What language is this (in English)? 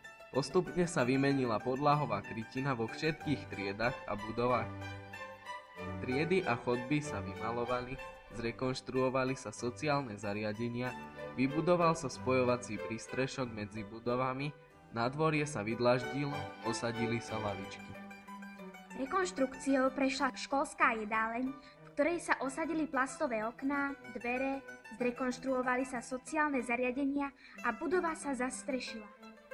Slovak